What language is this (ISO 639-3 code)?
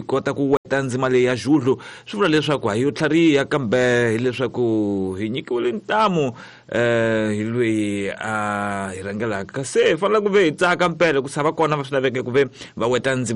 tso